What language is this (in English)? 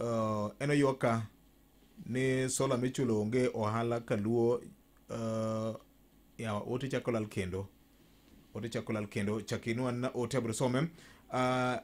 Luo (Kenya and Tanzania)